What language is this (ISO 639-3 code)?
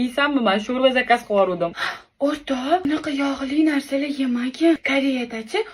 uzb